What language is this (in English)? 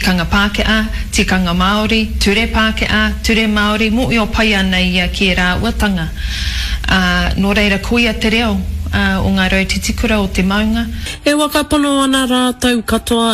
Māori